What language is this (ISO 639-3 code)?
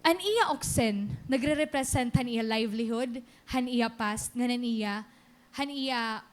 war